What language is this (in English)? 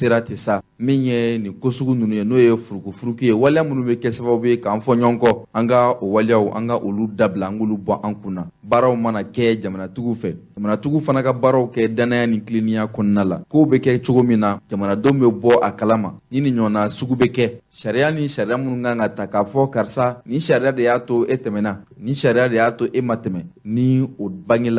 Bambara